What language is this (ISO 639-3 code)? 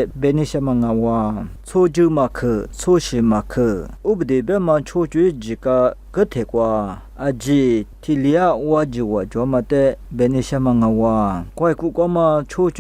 lis